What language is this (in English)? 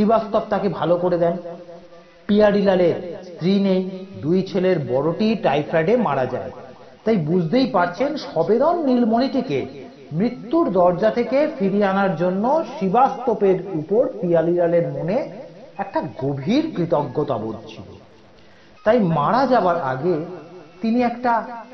Bangla